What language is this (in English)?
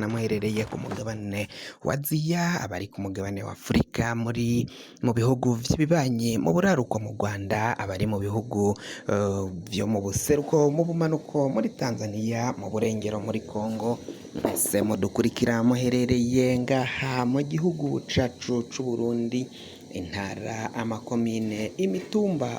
Rundi